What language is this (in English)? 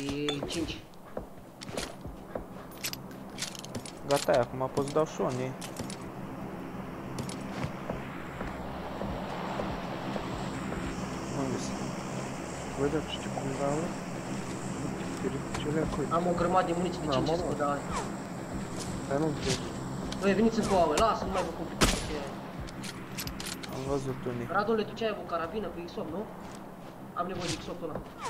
Romanian